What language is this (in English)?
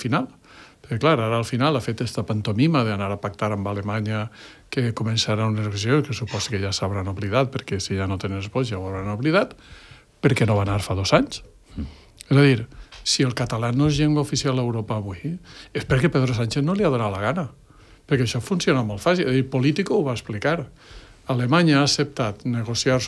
Catalan